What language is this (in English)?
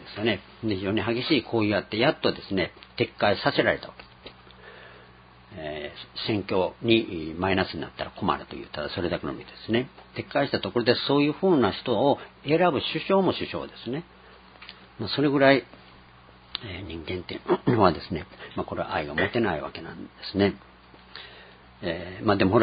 Japanese